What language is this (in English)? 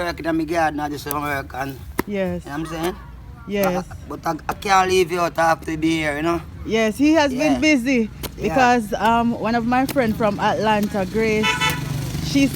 Jamaican Creole English